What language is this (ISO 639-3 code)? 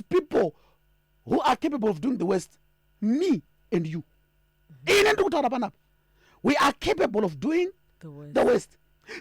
sna